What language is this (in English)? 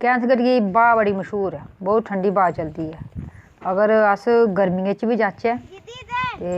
Dogri